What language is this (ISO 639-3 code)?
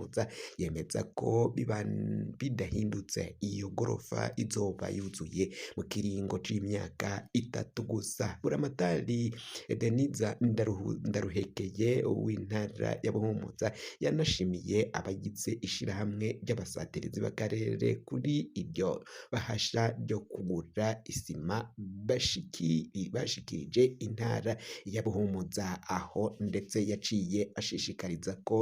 run